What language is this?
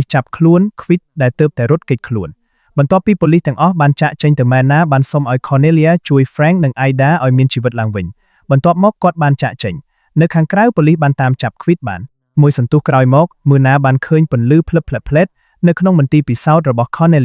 Khmer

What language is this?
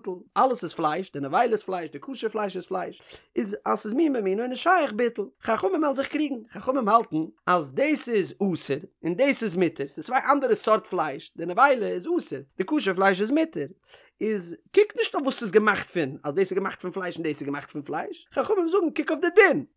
Yiddish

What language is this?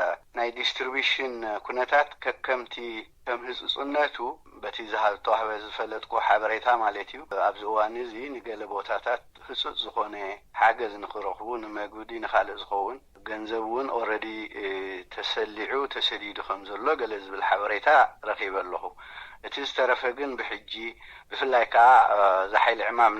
Tigrinya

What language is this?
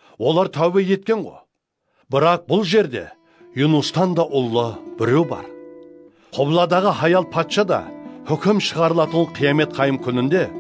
Kara-Kalpak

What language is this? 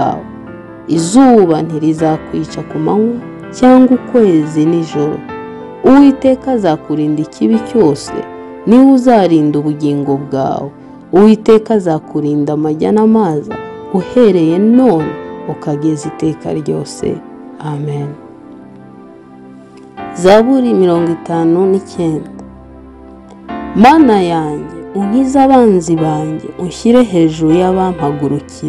Kinyarwanda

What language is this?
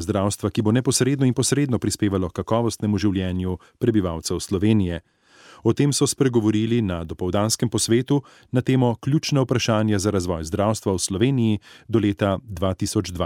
Slovenian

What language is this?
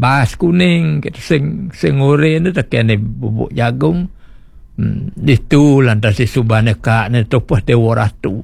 Balinese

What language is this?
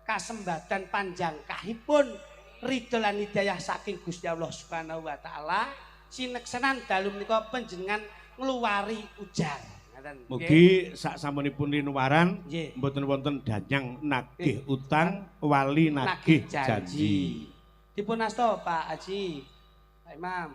Javanese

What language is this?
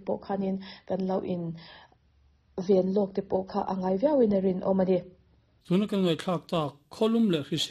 Mizo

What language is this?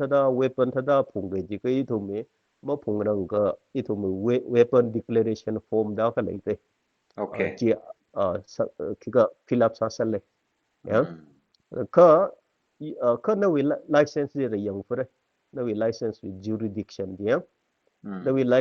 Tangkhul Naga (India)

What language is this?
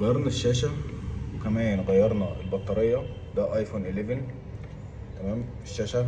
Egyptian Arabic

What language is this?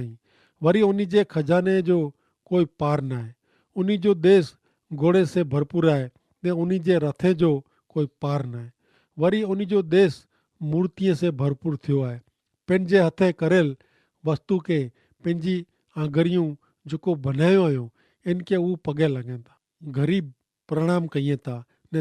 Kachhi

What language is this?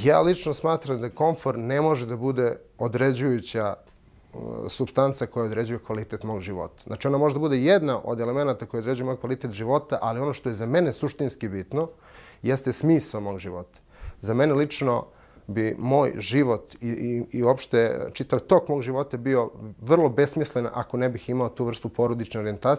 Serbian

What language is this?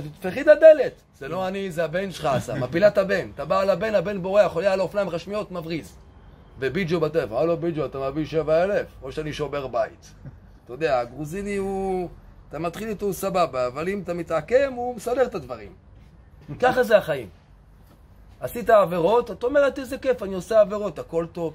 Hebrew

